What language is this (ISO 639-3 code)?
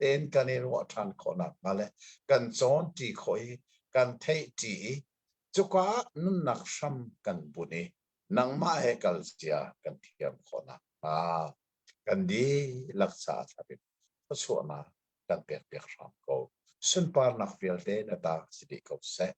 cnh